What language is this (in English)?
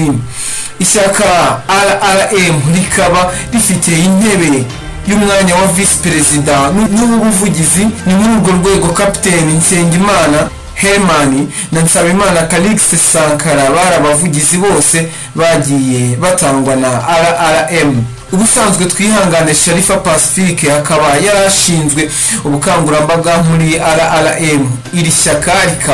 Kinyarwanda